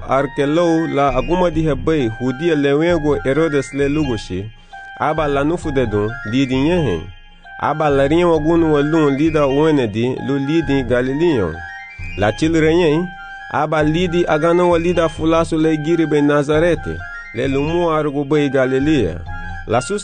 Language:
Garifuna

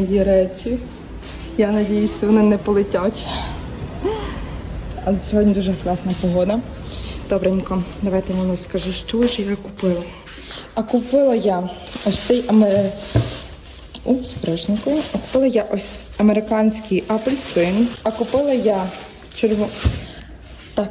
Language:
Ukrainian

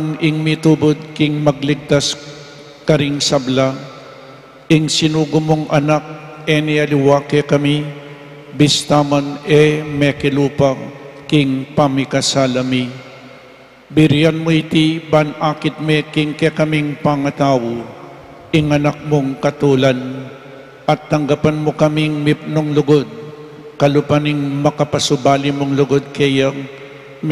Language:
Pampanga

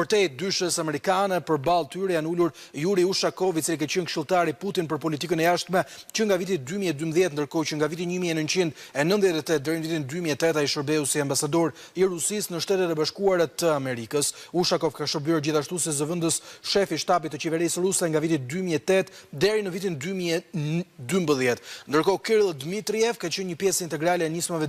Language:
Albanian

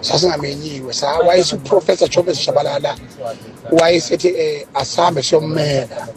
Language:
Zulu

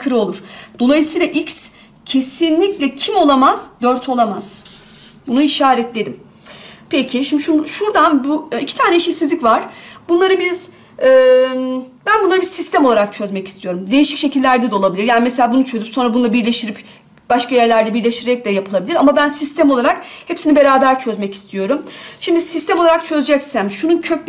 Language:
Turkish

